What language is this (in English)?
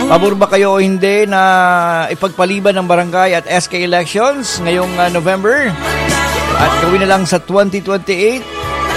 Filipino